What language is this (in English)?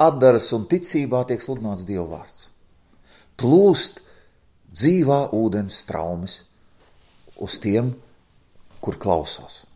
Latvian